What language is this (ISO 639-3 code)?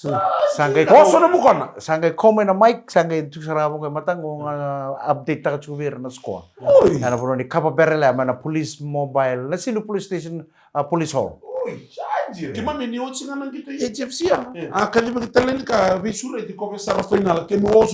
fij